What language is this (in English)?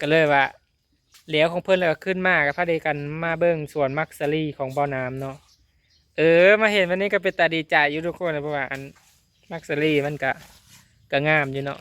Northeastern Thai